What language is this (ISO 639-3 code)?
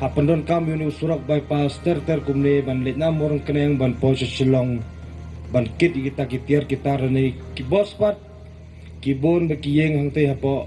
kha